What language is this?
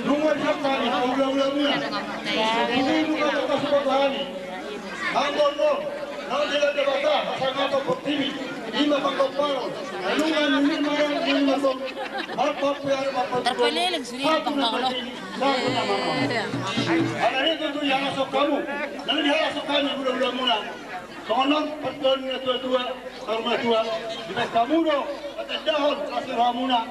Batak Toba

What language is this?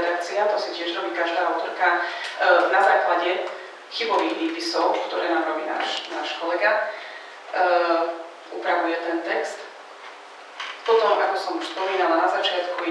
Slovak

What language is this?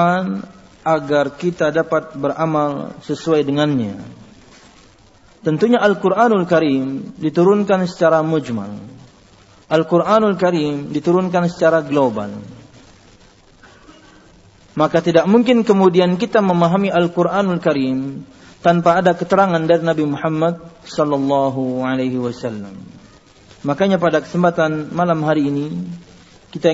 Indonesian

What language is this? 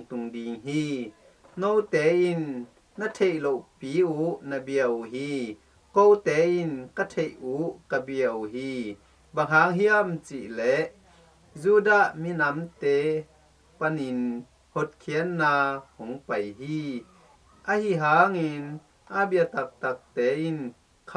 Tedim Chin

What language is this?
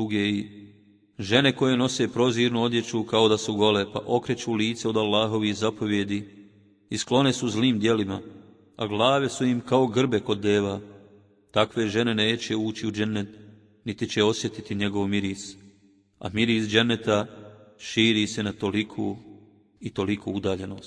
Bosnian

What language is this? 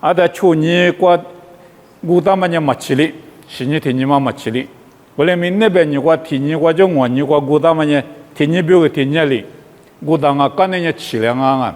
Lisu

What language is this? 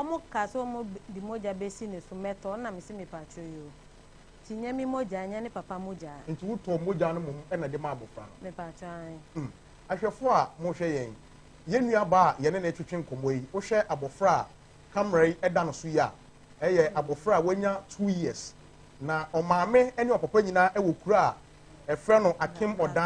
Akan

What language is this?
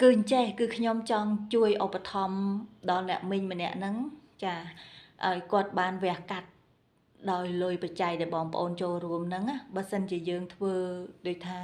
Khmer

